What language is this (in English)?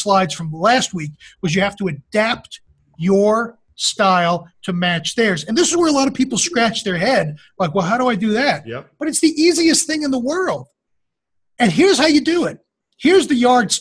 English